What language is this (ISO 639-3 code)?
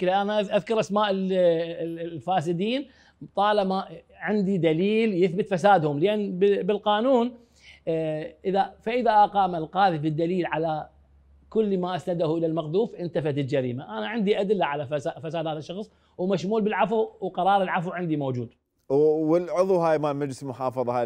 acm